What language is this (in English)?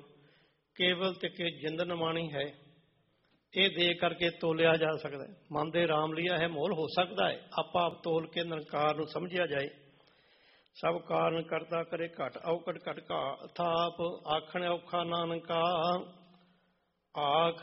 Punjabi